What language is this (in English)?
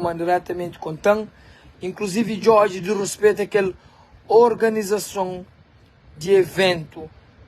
Kabuverdianu